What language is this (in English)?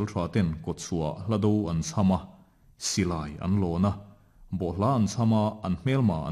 Mizo